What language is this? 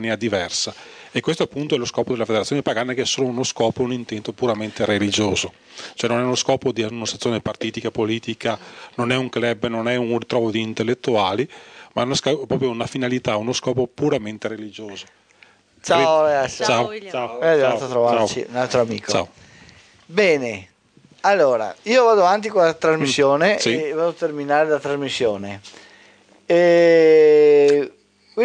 Italian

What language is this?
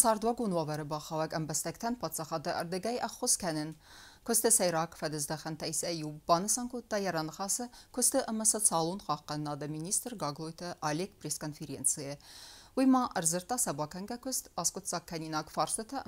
Ossetic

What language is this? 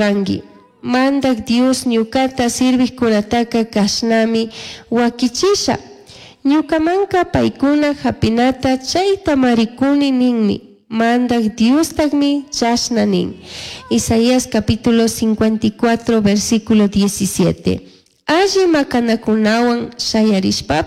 Chimborazo Highland Quichua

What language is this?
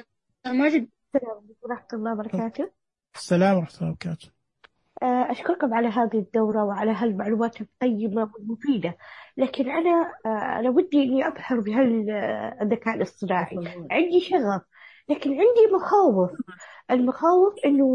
Najdi Arabic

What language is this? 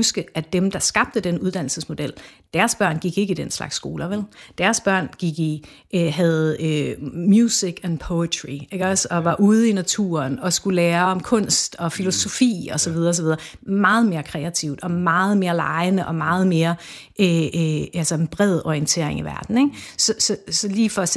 Danish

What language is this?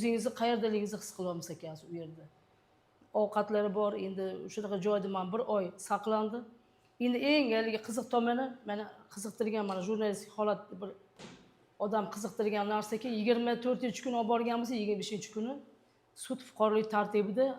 Uzbek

